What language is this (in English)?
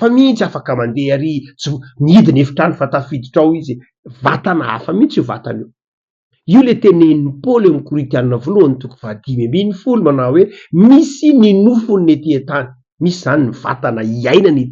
Malagasy